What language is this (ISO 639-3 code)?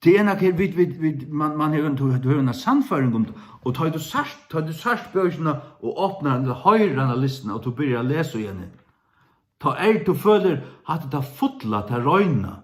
fao